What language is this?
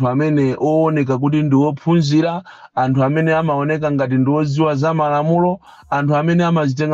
Nyanja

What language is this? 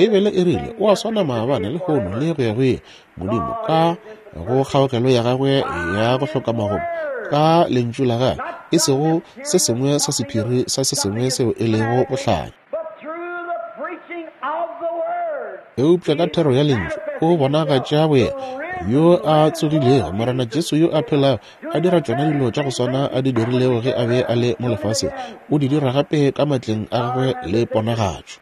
Northern Sotho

